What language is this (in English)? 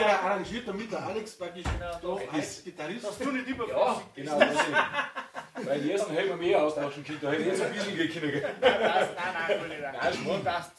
Bavarian